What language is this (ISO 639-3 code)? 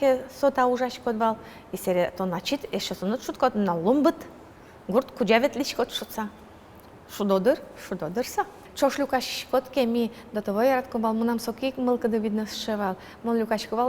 udm